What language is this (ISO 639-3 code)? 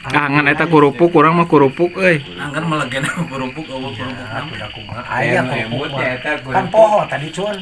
sun